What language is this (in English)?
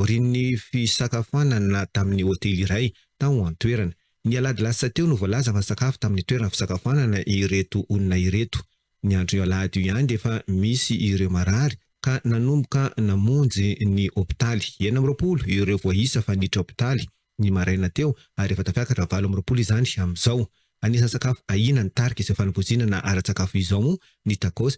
Malagasy